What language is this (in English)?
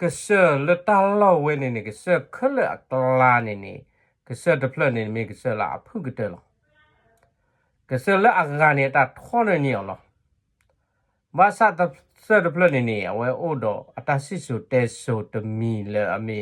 S'gaw Karen